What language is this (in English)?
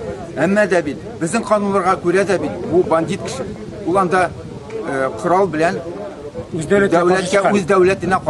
Tatar